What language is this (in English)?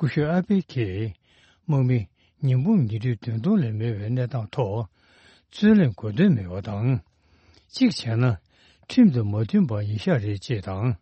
Tibetan